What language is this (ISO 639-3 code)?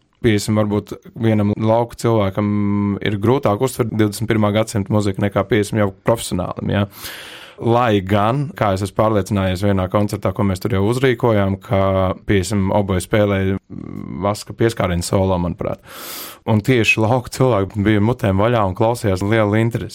lav